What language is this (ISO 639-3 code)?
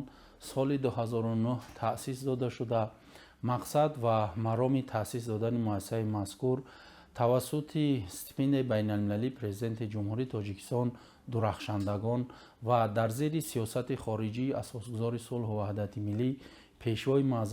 tgk